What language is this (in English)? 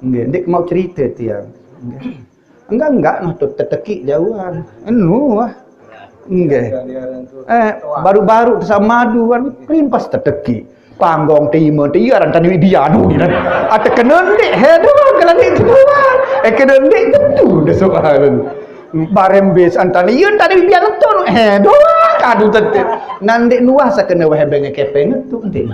Sasak